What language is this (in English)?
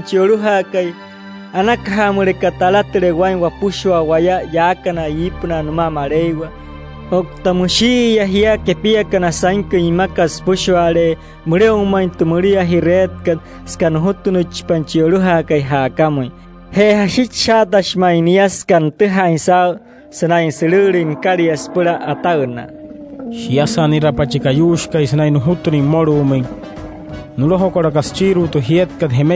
Wayuu